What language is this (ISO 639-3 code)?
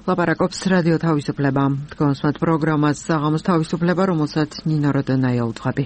kat